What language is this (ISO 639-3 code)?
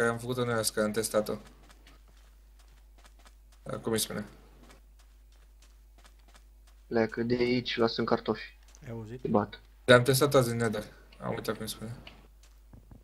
ron